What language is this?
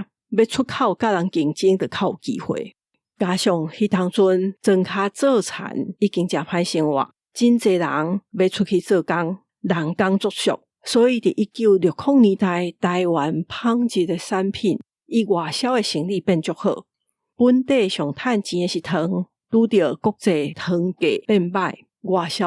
Min Nan Chinese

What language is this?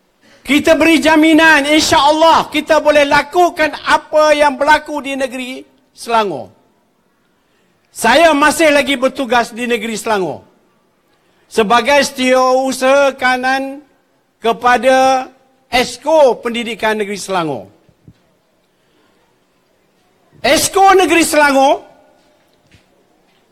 Malay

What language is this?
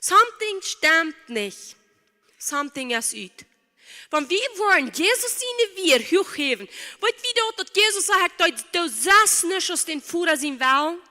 Plautdietsch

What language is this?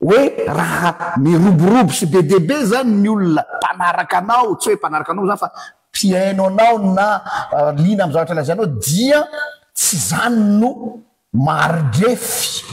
Malagasy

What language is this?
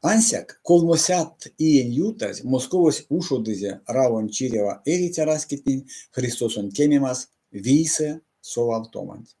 Erzya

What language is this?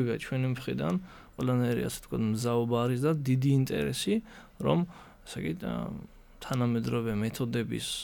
Georgian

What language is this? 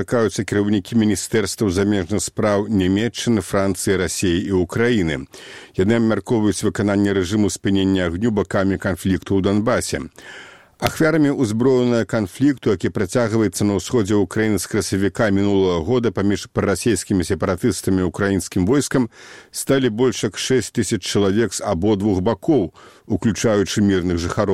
Belarusian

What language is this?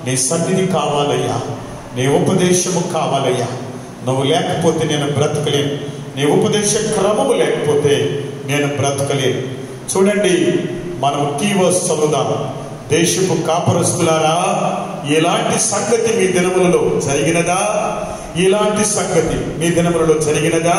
Telugu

